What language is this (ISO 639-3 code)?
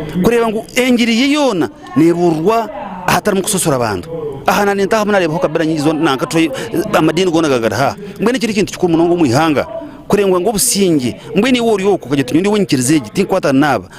nyn